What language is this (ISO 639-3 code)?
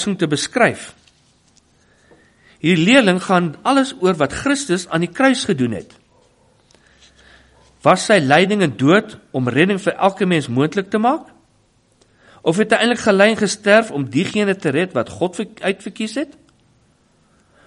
afr